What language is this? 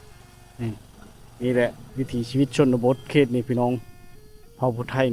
Lao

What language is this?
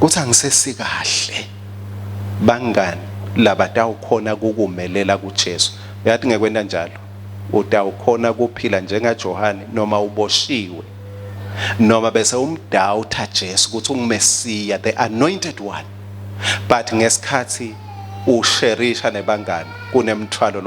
Swati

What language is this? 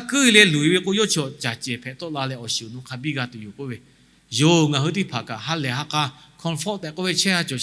Lahu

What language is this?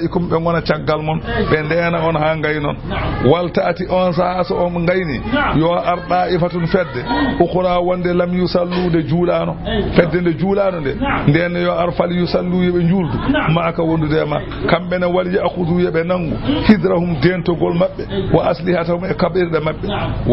Fula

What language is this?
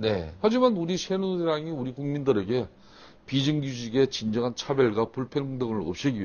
Korean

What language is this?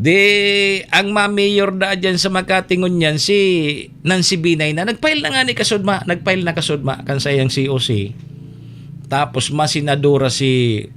Bikol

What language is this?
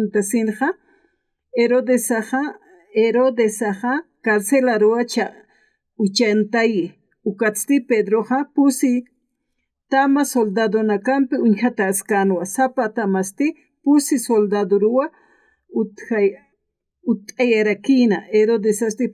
Aymara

